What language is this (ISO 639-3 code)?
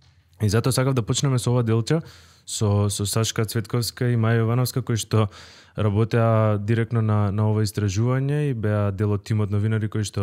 mkd